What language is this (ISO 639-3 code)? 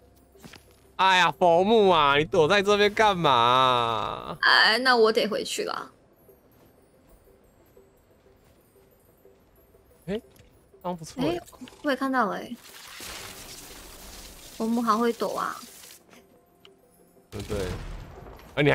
zho